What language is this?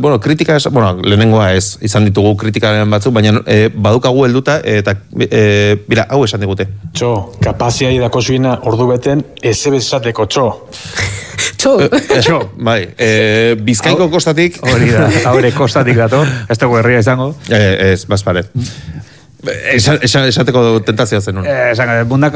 Basque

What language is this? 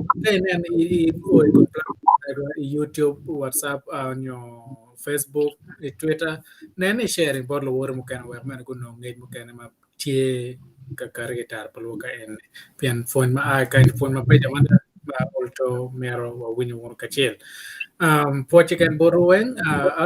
Acoli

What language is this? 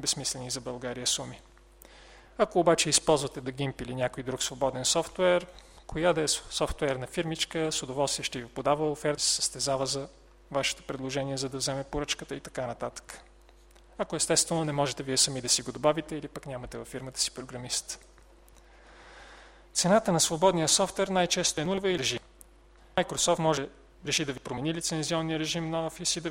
Bulgarian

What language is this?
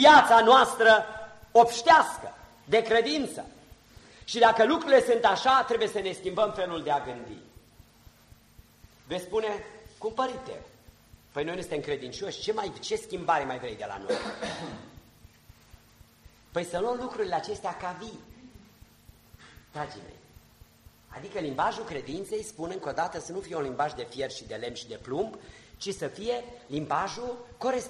Romanian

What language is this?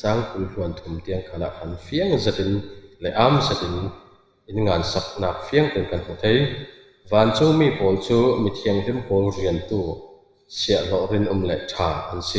Falam Chin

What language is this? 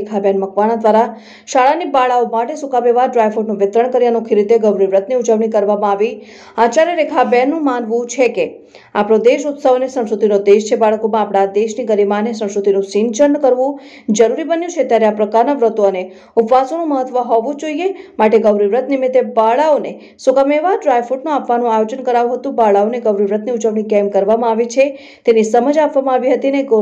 Gujarati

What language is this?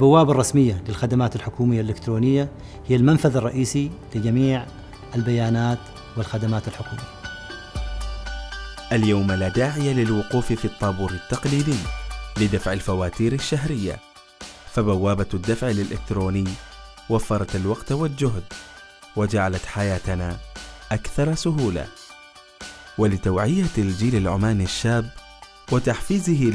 Arabic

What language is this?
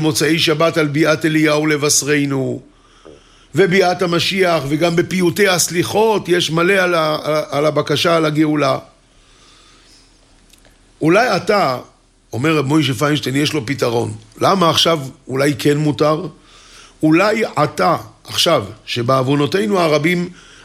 Hebrew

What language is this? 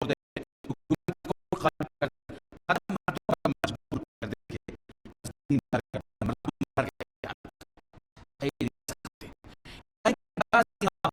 Persian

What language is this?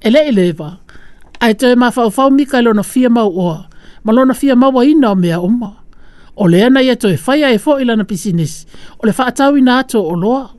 Samoan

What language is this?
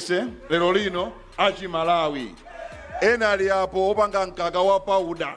Nyanja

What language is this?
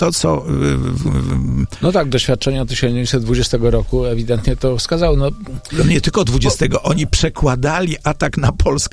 Polish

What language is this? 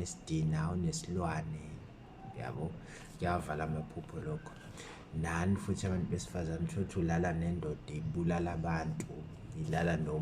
Zulu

